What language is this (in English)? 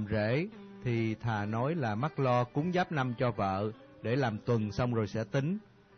Vietnamese